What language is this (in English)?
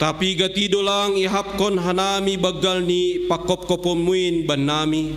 Batak Simalungun